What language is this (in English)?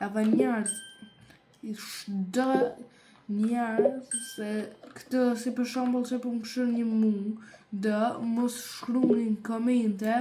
Albanian